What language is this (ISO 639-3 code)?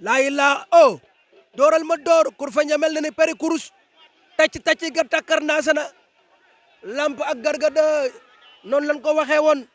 wol